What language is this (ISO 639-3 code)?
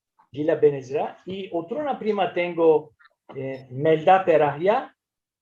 lad